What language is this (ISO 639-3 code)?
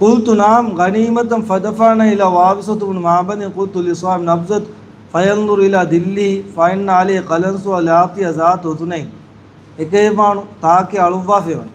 div